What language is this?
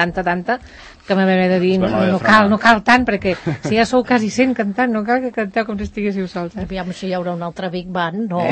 Catalan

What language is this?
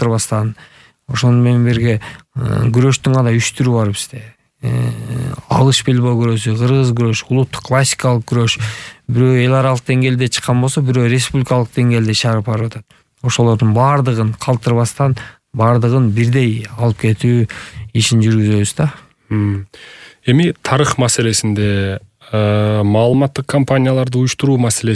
Kyrgyz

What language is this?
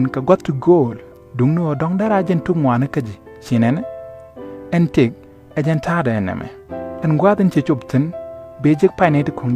Nuer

